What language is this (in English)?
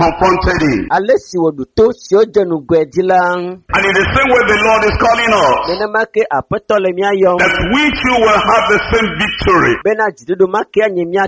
Ewe